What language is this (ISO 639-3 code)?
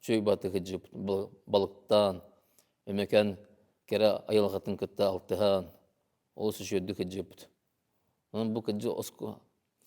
sah